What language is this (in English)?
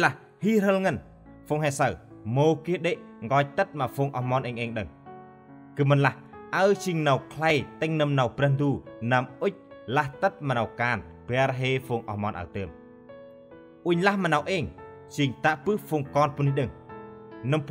Central Mnong